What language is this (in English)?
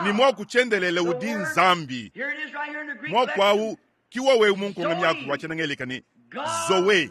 Luba-Lulua